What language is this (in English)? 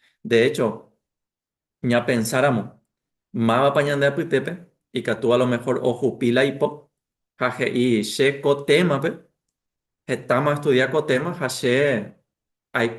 Guarani